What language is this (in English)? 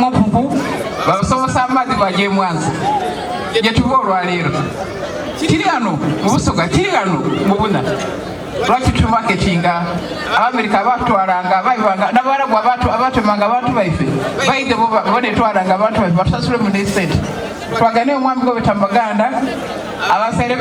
Soga